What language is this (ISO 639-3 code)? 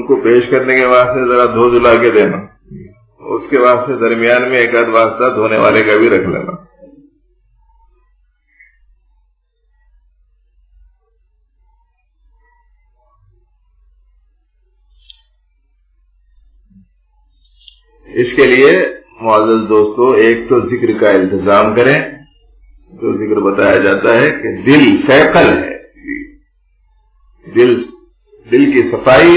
urd